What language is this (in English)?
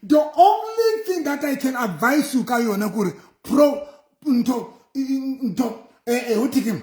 Southern Sotho